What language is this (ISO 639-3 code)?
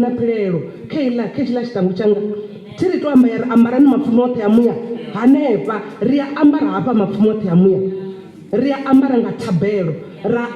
ven